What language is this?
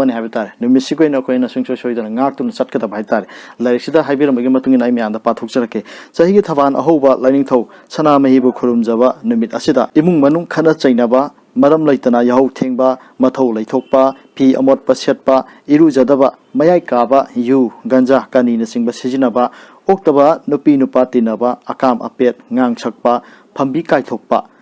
Manipuri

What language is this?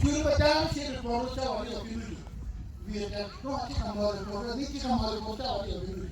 Acoli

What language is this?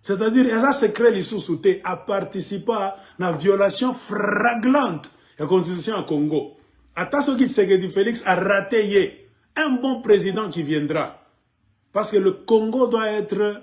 Lingala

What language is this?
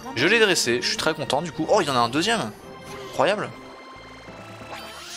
French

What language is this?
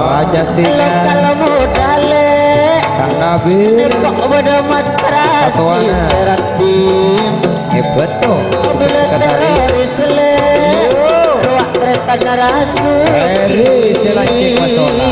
Madurese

